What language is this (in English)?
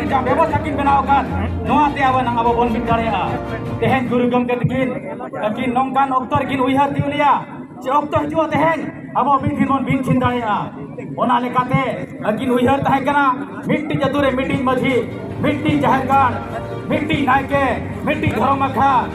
Santali